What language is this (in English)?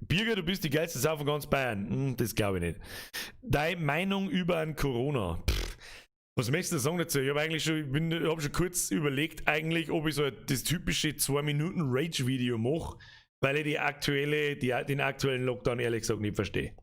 Bavarian